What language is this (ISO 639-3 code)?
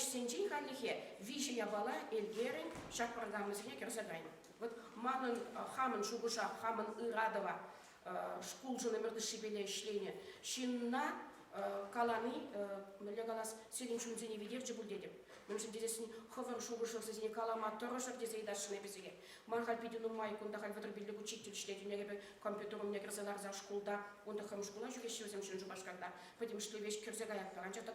chv